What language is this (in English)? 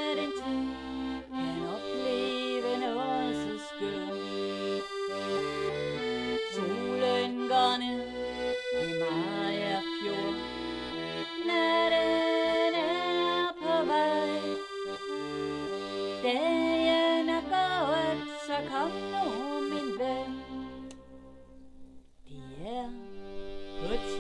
Danish